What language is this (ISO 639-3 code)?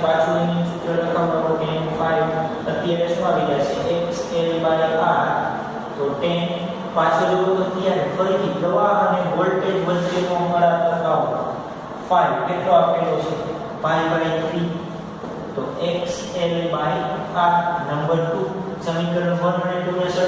guj